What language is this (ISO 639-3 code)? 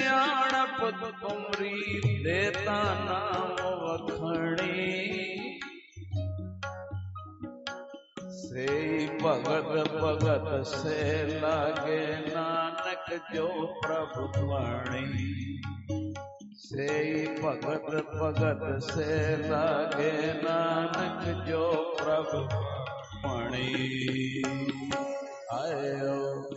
pan